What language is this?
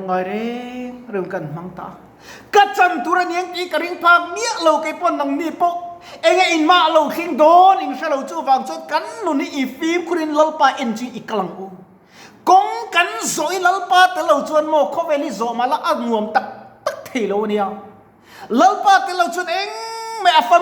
Mizo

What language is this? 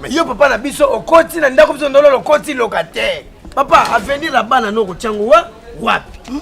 Lingala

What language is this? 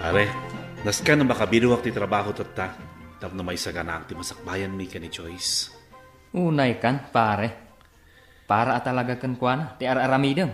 Iloko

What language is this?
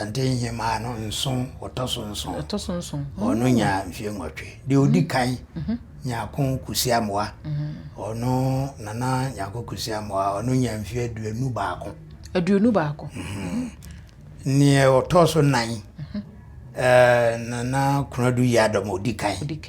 Akan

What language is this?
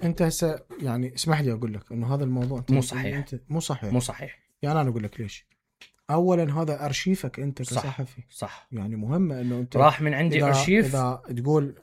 Mesopotamian Arabic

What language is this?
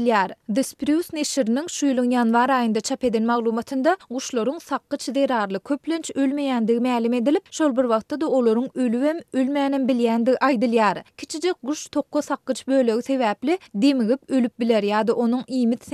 Turkmen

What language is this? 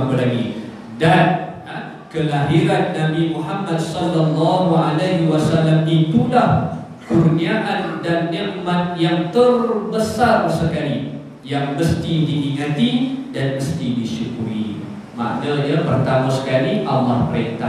Malay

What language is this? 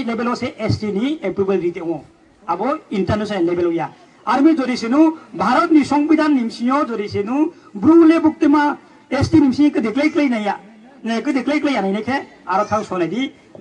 Riang (India)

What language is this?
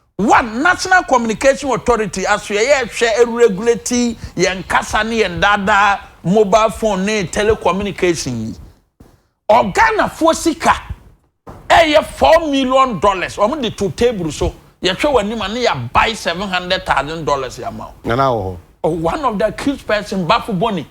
Akan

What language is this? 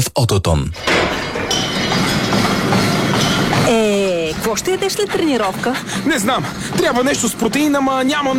Bulgarian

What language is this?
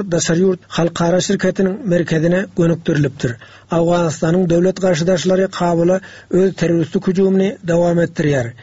Turkmen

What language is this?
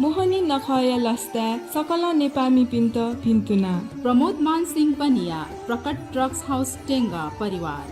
Newari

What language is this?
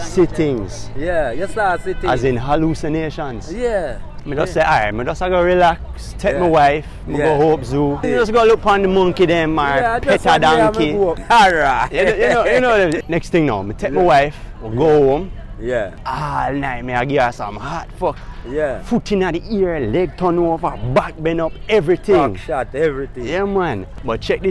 Jamaican Creole English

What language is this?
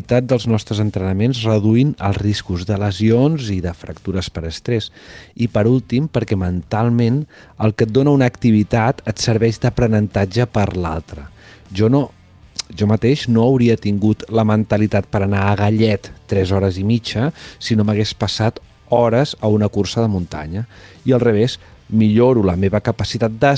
Catalan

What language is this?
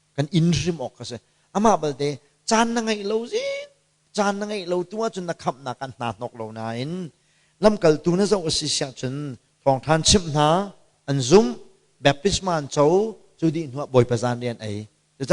Hakha Chin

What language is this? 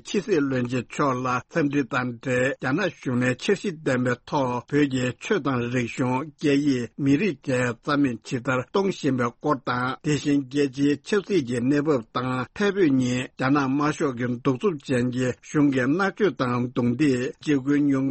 Tibetan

